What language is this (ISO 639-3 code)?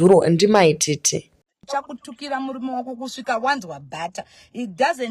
sna